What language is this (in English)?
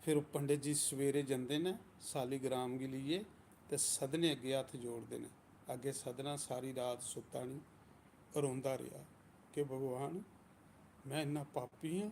Dogri